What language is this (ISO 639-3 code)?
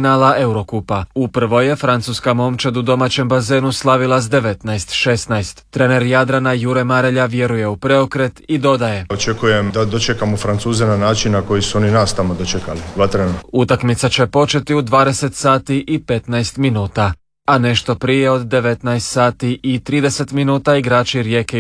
hrv